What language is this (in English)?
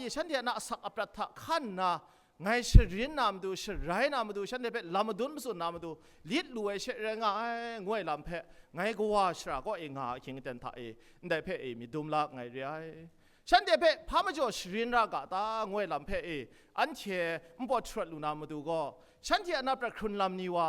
Kachin